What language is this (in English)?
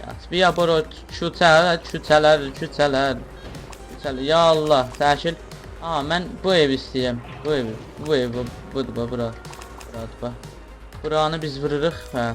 South Azerbaijani